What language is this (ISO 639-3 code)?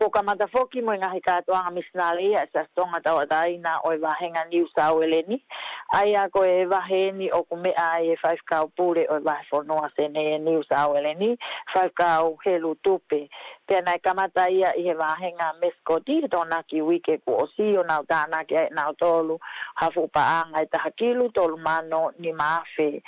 ton